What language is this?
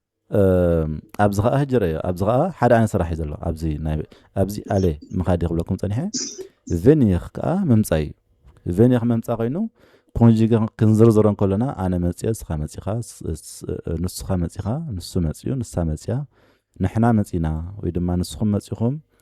Tigrinya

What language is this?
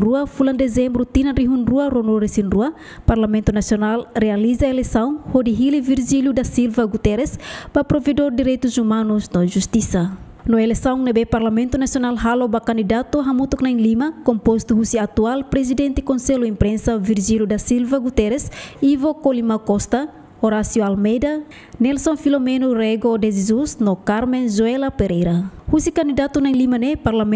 Tetum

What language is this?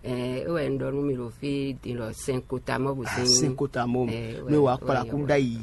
Fon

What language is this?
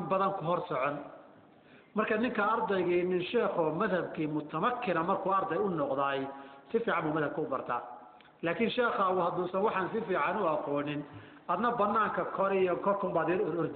Somali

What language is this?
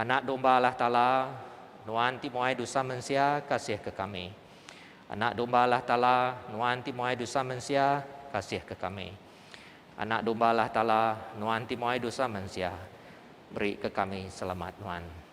Iban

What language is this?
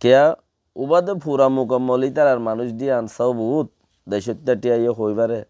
Rohingya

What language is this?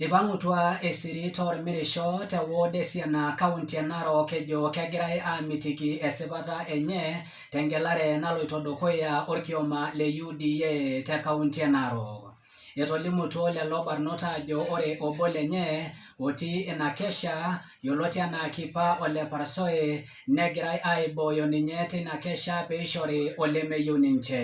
Masai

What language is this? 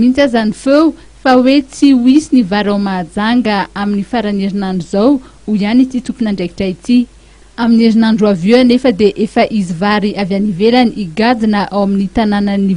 Malagasy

